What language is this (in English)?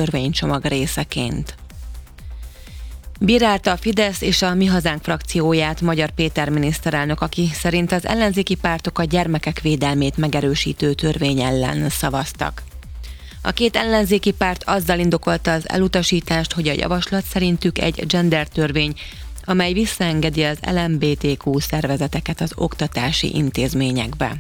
Hungarian